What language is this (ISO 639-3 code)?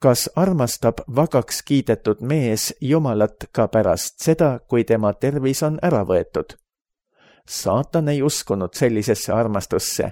est